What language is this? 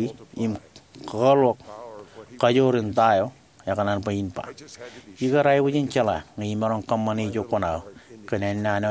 Marshallese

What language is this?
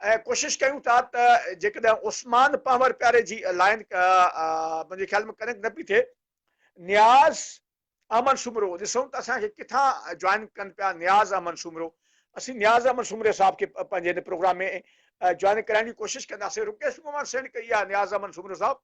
Sindhi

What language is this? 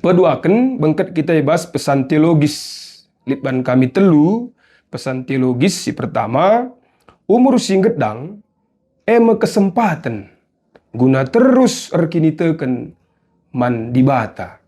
Batak Karo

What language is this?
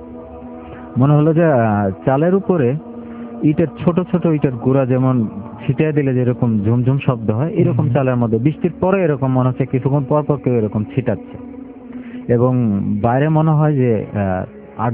Bangla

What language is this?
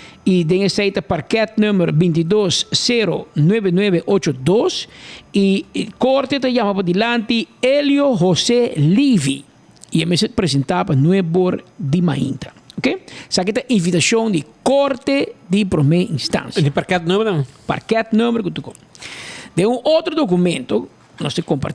Papiamento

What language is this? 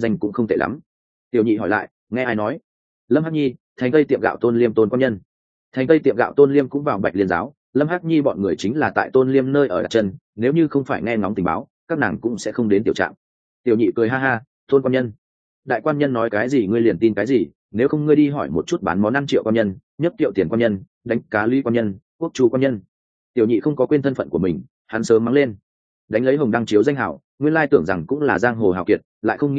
Vietnamese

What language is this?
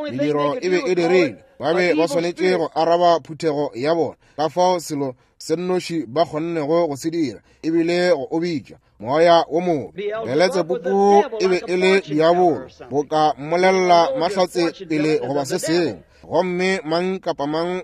Northern Sotho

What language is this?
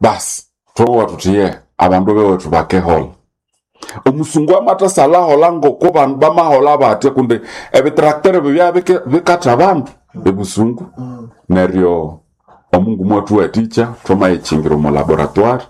Nande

